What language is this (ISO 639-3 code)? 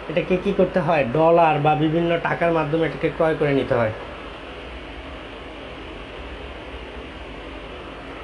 ben